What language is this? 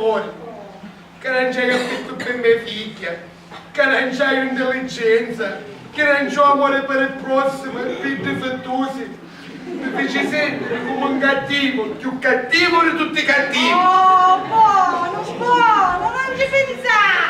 Sicilian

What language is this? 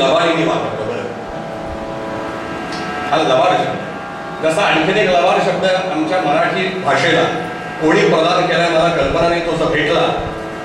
Marathi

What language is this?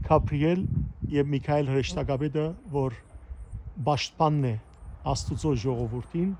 Western Armenian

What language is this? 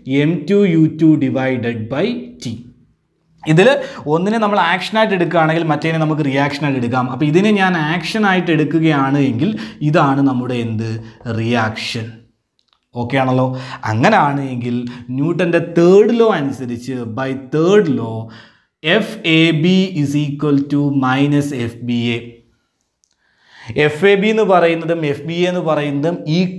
Malayalam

